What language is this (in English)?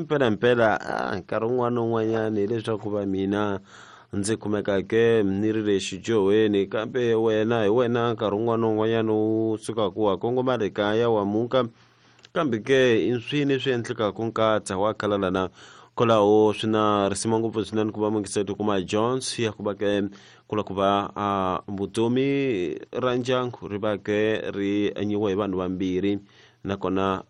Tsonga